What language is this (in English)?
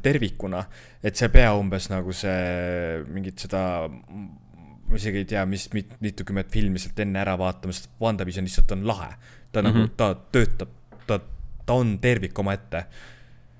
Estonian